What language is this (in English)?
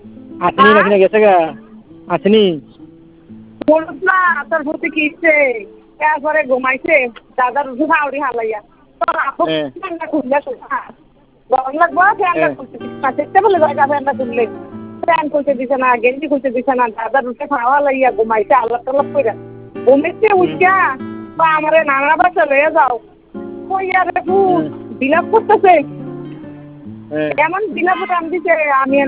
Bangla